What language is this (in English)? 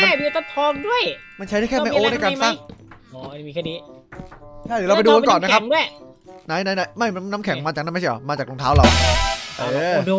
Thai